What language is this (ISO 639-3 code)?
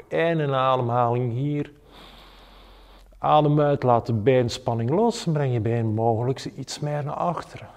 nld